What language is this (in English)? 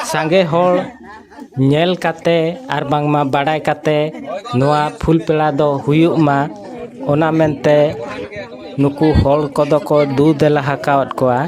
Santali